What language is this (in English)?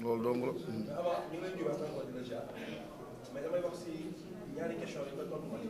Wolof